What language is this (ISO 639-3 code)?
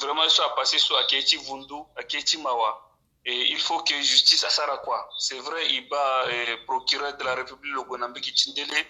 sag